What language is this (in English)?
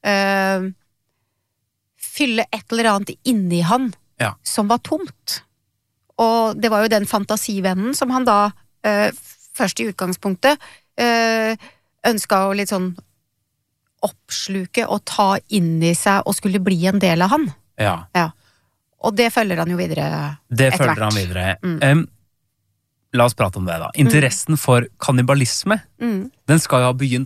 Norwegian